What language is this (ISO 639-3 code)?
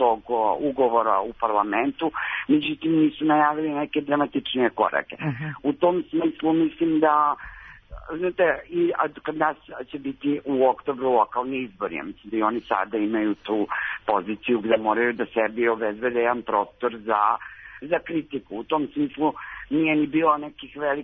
srp